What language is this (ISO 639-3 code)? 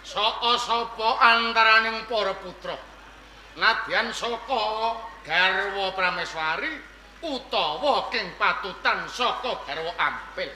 jav